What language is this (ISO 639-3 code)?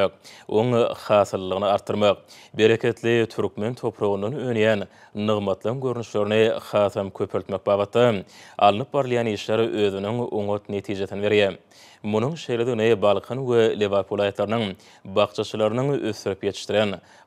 tuk